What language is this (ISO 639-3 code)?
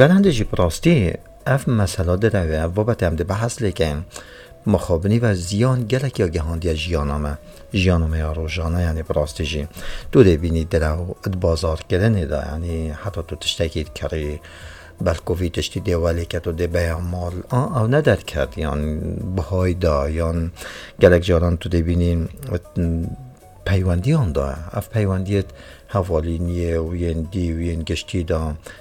kur